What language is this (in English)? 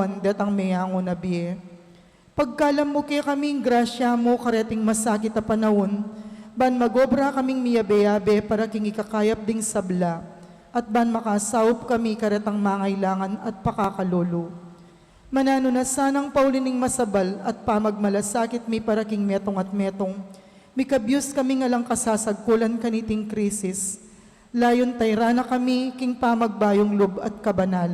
Pampanga